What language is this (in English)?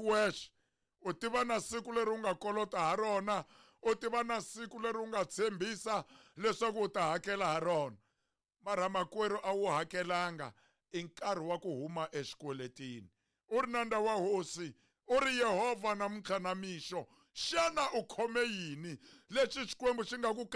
Tsonga